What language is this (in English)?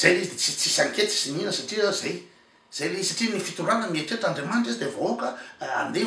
Malagasy